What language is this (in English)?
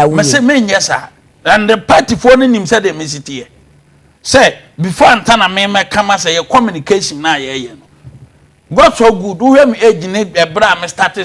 Akan